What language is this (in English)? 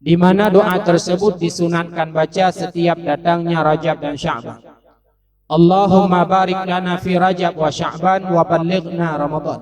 Achinese